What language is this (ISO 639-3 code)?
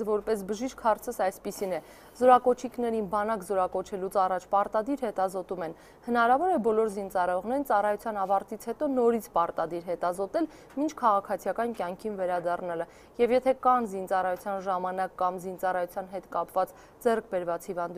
hye